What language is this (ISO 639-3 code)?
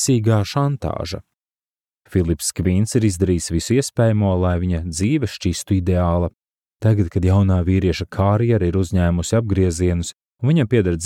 lav